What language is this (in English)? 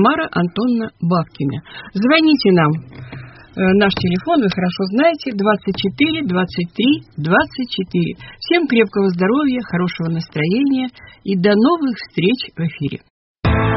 Russian